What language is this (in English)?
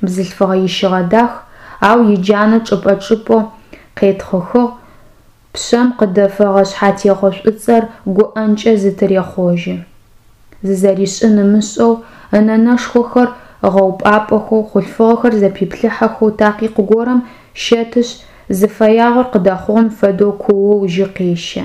Adyghe